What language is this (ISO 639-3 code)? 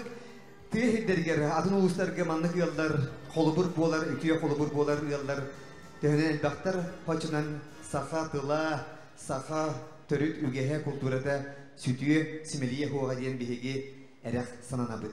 sah